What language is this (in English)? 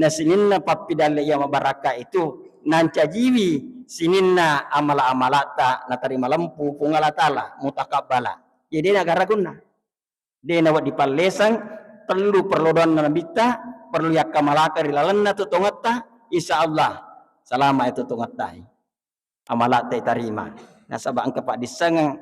Buginese